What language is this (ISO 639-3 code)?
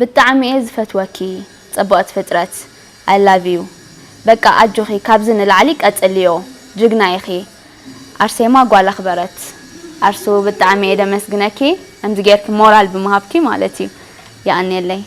tir